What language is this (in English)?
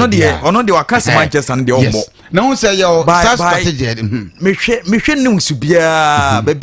Akan